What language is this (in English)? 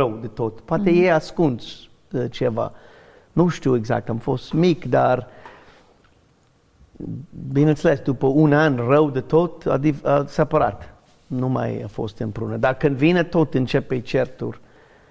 Romanian